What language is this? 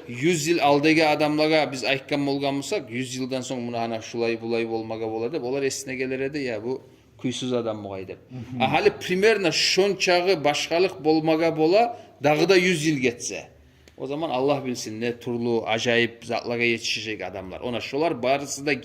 Kumyk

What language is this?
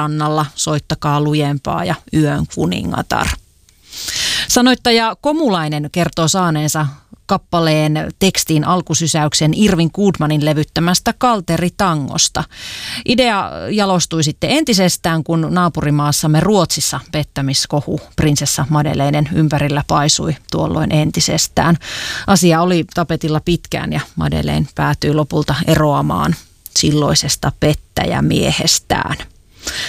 Finnish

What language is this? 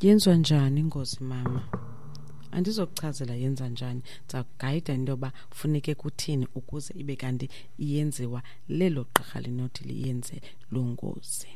Xhosa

